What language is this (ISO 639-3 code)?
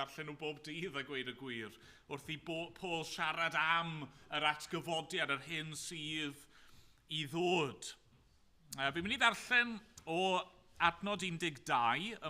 cym